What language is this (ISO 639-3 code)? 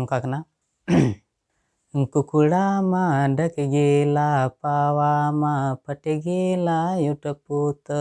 sat